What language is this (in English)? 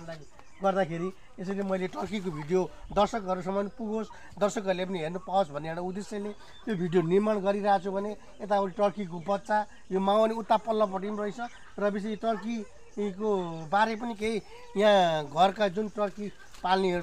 Nepali